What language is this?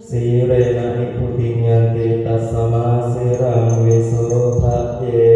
Pali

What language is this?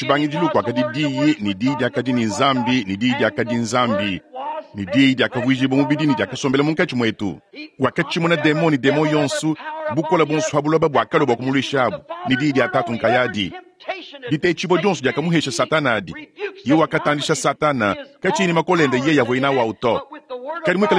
Luba-Lulua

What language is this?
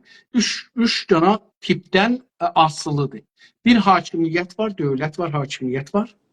South Azerbaijani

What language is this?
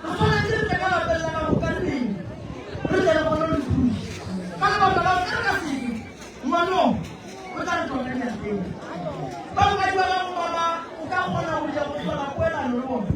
Northern Sotho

